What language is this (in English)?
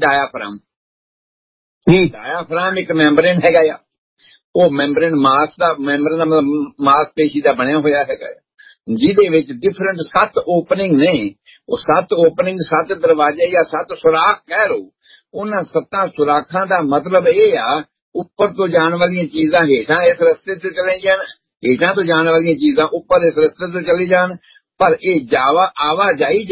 Punjabi